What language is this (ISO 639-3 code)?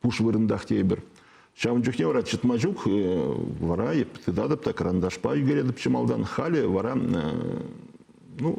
chv